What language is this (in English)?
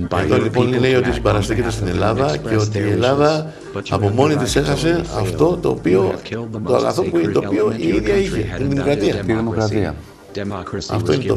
Greek